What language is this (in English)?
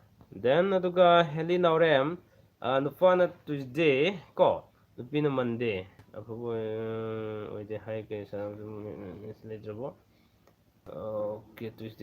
Manipuri